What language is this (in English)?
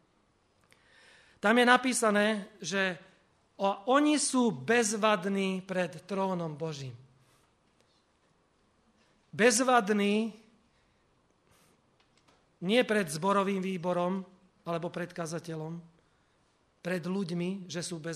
Slovak